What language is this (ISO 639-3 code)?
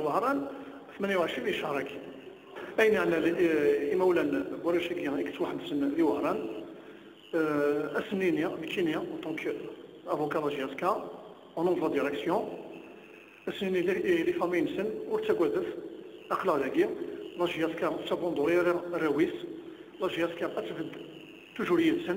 kab